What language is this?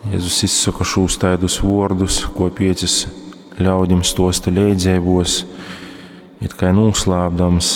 Latgalian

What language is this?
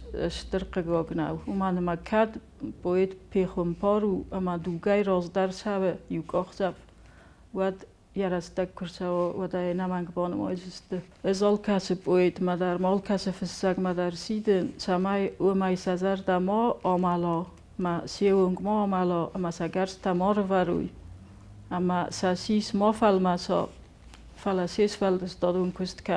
Ossetic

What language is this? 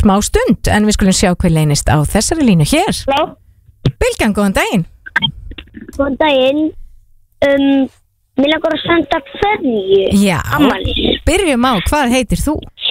Icelandic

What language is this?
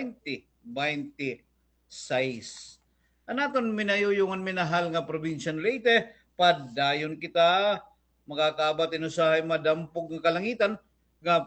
Waray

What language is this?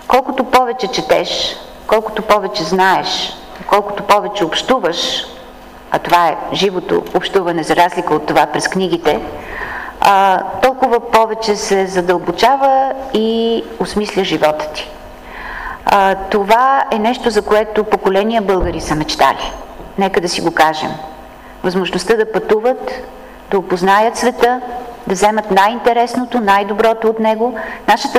Bulgarian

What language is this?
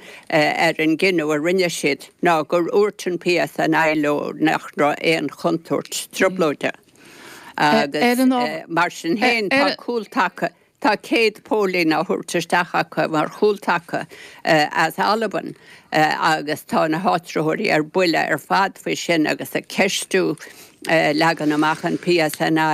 Irish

